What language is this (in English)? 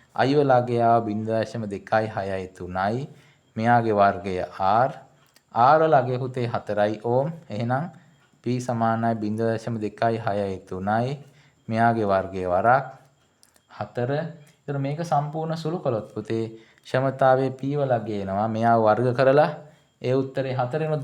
Sinhala